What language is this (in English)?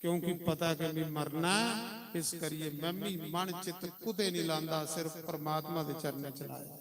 Dogri